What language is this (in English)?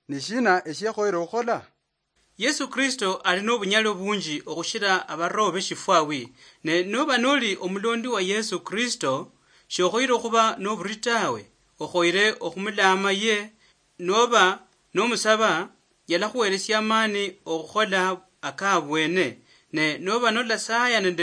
Luyia